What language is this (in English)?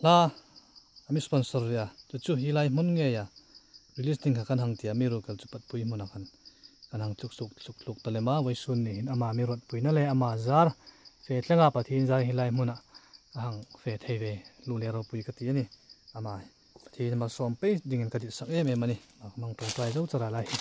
Hmar